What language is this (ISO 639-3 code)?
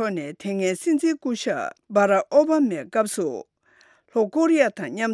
bod